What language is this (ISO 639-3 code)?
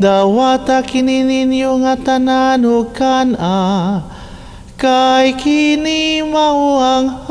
ceb